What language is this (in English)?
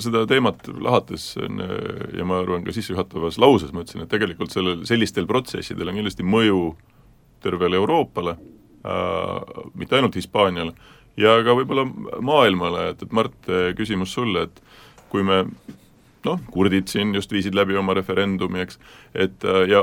Estonian